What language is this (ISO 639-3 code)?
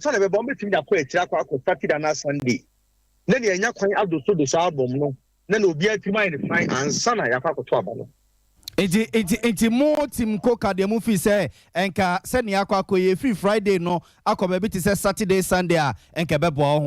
aka